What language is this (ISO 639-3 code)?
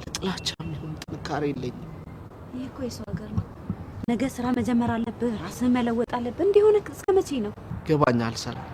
amh